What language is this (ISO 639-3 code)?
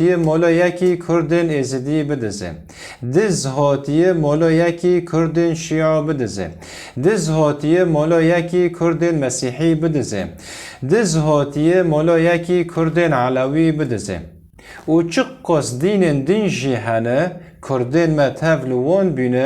kur